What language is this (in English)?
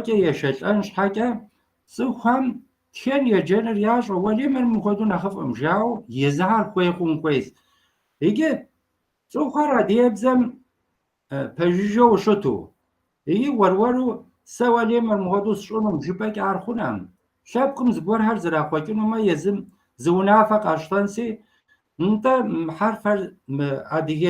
Kabardian